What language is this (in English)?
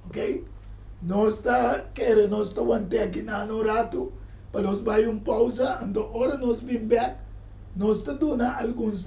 Papiamento